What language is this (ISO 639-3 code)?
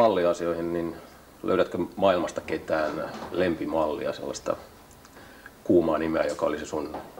fin